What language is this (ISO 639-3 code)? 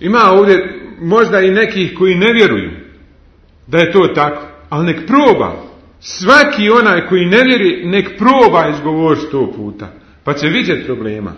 bos